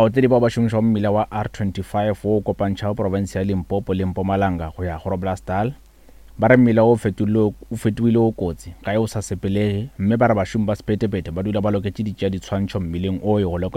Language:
Northern Sotho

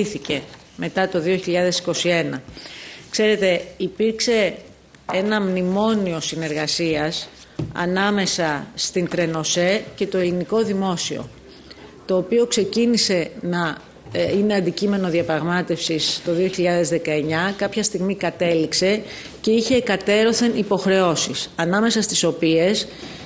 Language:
Greek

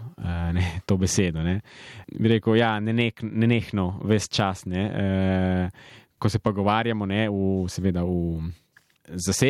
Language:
Slovenian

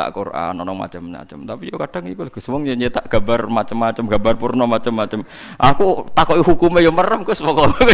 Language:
Javanese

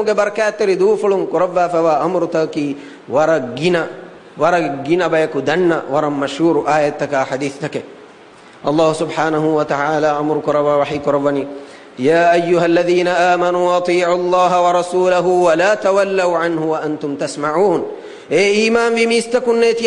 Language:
Divehi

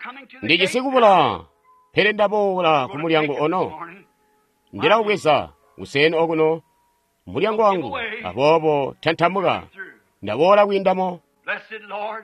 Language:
Tonga (Zambia)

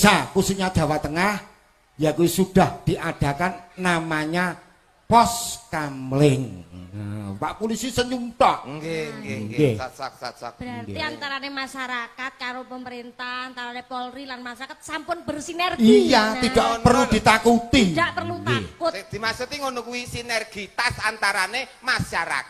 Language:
Javanese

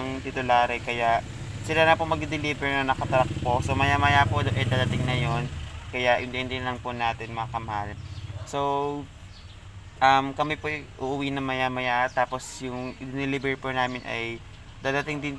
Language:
Filipino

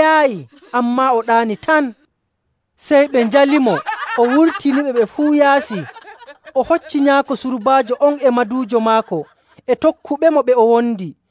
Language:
Nigerian Fulfulde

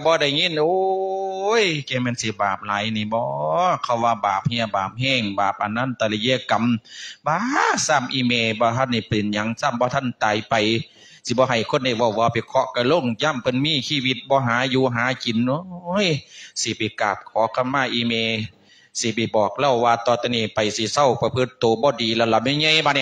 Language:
Lao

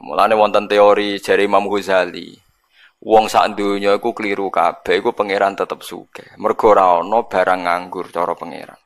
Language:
Javanese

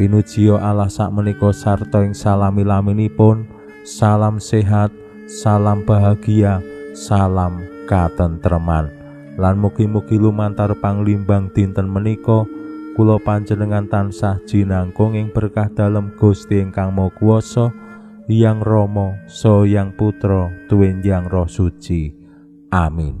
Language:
Javanese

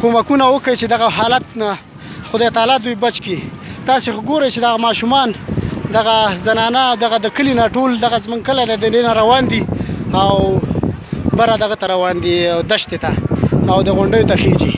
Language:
Pashto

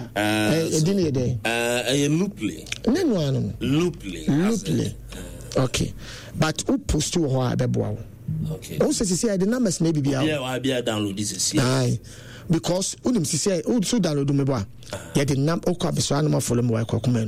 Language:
Akan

